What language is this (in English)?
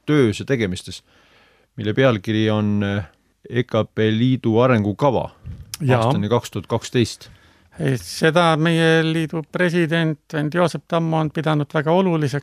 Estonian